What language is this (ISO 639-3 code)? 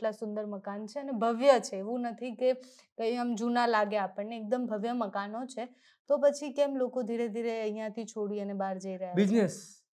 guj